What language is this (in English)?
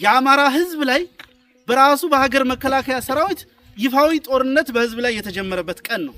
Amharic